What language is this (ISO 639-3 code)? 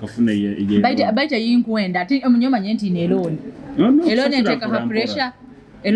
nyo